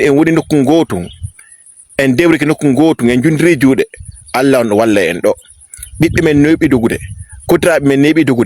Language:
Fula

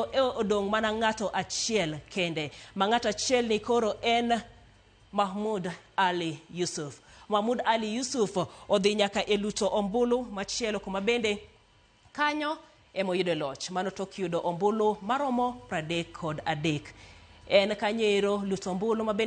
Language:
Luo (Kenya and Tanzania)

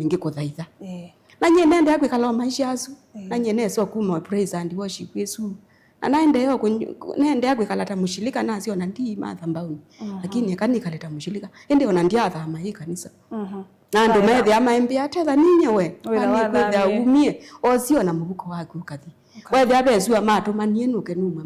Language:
Kamba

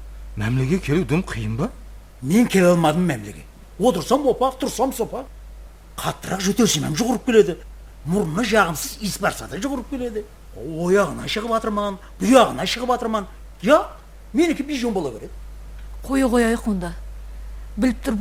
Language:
Kara-Kalpak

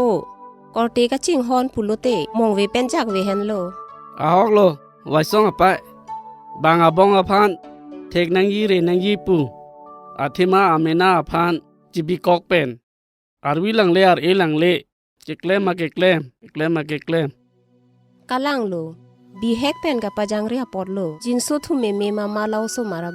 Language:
Karbi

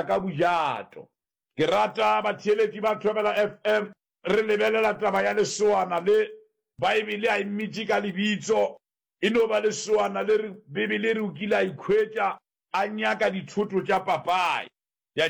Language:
Northern Sotho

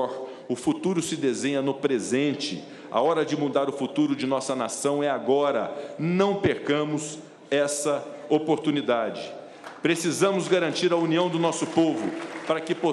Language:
Portuguese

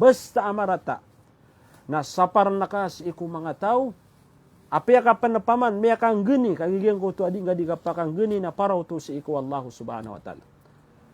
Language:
Maranao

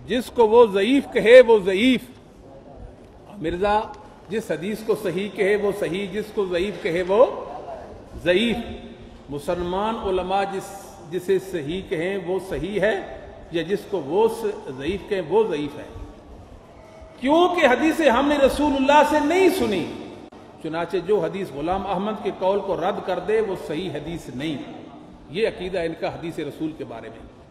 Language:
Urdu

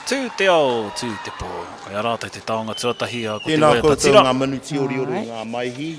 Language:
Māori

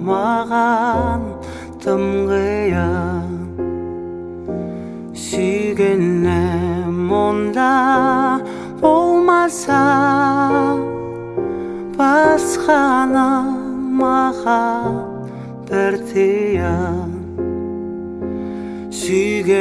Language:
Kazakh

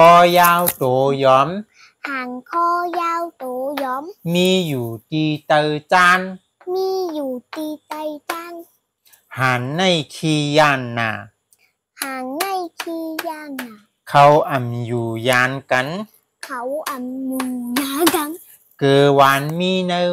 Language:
Shan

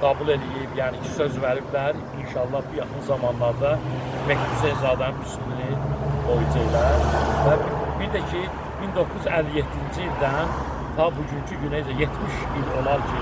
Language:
Azerbaijani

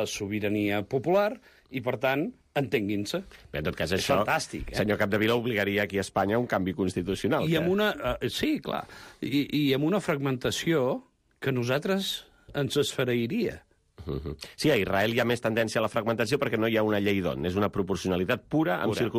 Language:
Catalan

